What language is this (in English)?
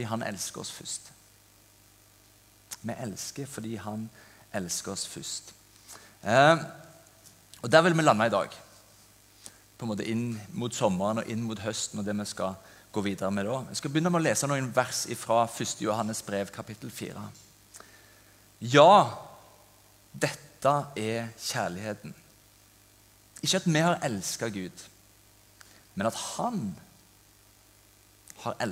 Norwegian